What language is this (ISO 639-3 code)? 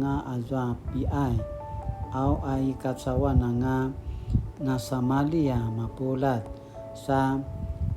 pwn